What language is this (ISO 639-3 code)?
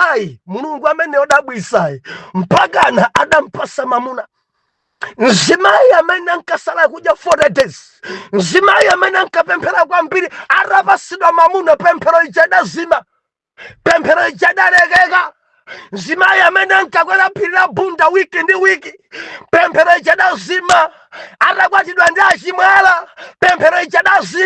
nya